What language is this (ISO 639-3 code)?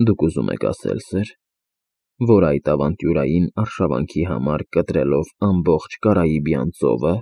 hye